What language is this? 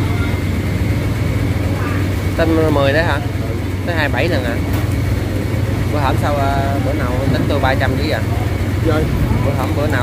Vietnamese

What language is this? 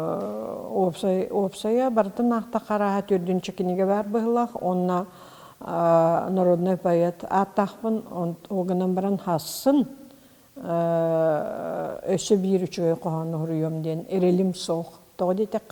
Yakut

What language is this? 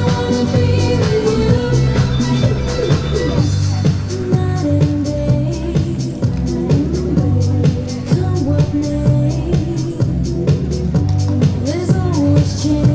Hungarian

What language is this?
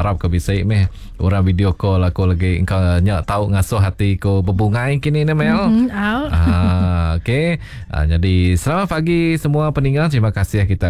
Iban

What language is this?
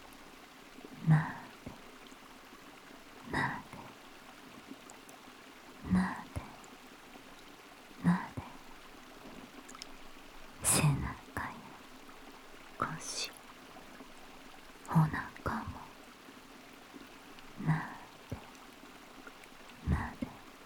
Japanese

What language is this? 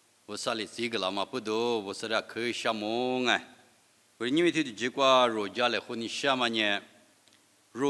Lisu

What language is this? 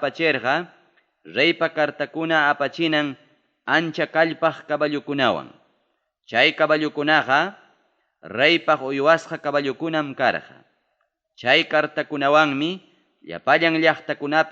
Ayacucho Quechua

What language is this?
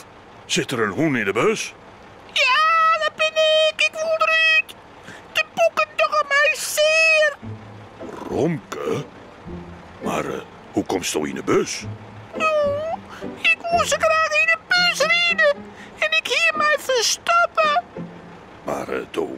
Western Frisian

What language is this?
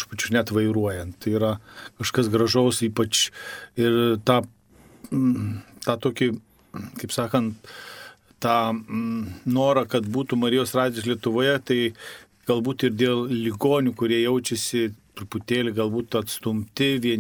Lithuanian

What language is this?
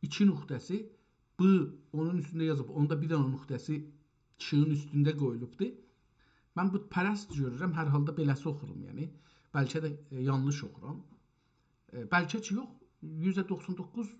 South Azerbaijani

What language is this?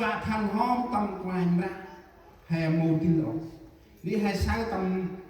Central Mnong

